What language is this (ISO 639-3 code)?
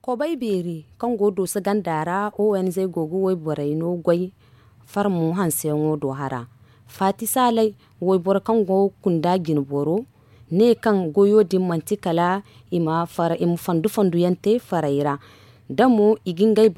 dje